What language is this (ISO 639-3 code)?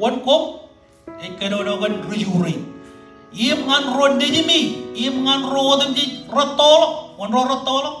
mah